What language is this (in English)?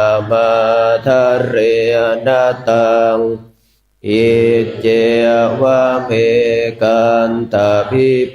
Pali